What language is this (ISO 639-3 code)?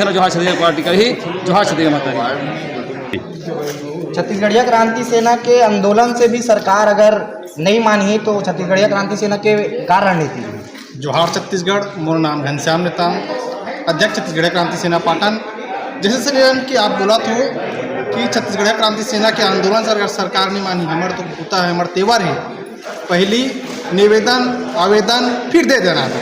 hne